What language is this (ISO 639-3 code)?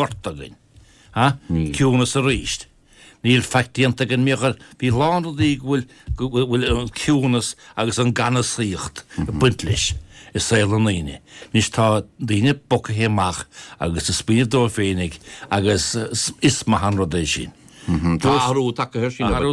gle